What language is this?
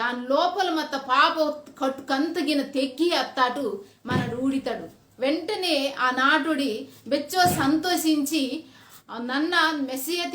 Koya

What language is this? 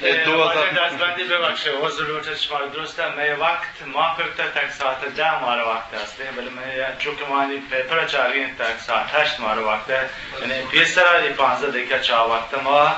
Eastern Balochi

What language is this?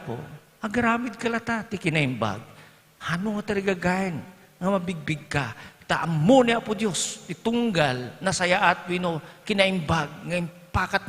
Iloko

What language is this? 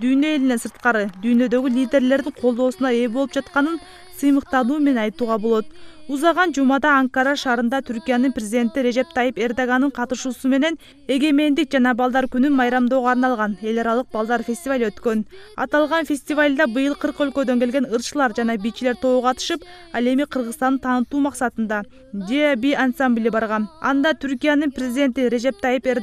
Kyrgyz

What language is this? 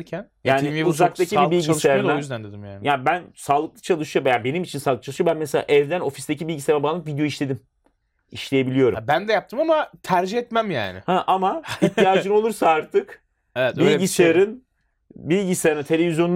Turkish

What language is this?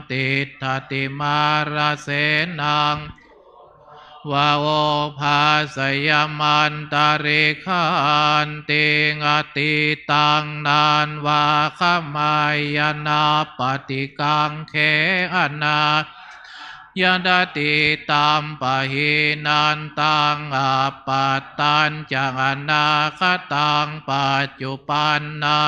Pali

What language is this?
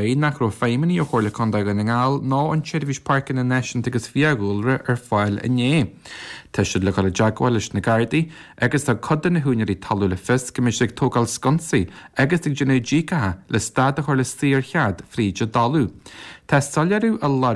Irish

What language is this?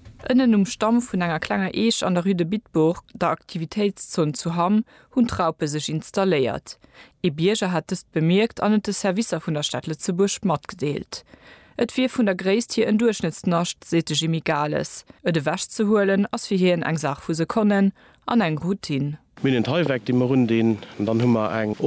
Luxembourgish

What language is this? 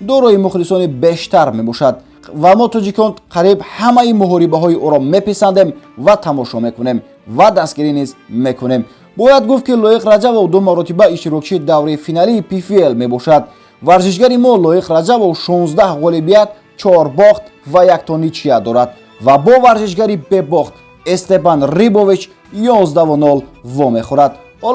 Tajik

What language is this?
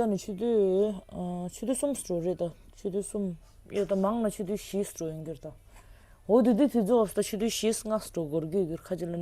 Tibetan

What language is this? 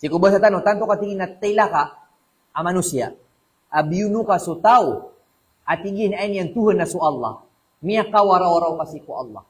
Maranao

